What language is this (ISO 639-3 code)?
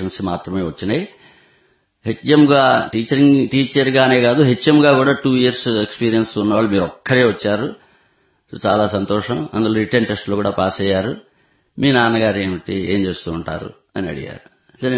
tel